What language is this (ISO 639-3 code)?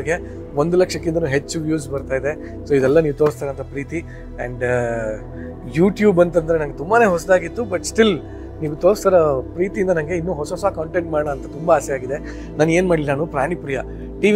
kan